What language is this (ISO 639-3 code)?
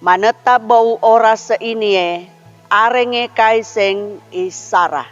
sxn